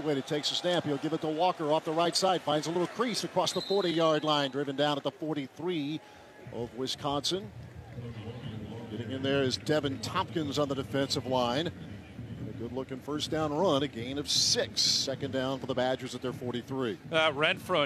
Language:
English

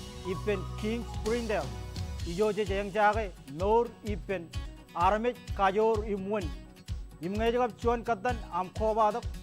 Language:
Marshallese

